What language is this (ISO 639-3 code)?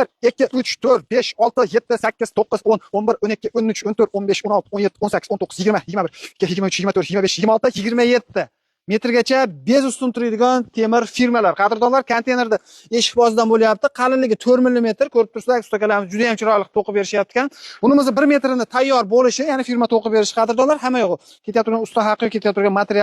uzb